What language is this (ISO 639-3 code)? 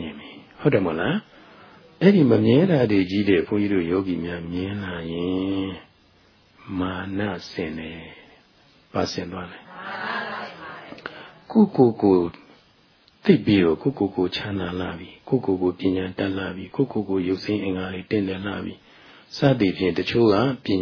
mya